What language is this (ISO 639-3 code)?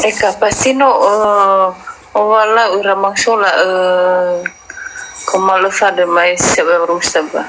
nia